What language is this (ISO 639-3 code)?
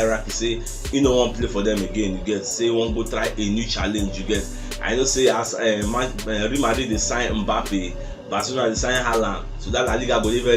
pcm